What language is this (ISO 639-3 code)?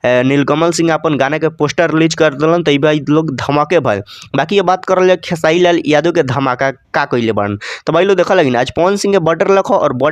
bho